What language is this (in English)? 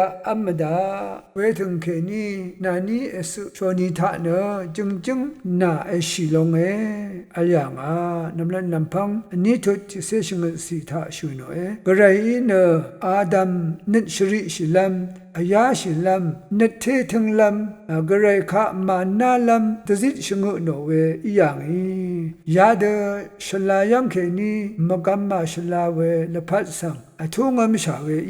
Rawang